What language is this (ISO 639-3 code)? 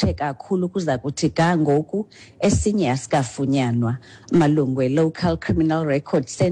xho